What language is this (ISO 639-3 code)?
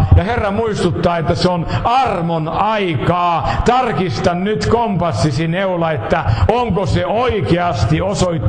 fin